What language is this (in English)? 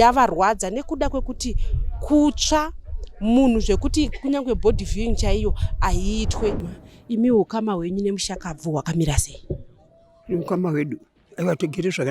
Shona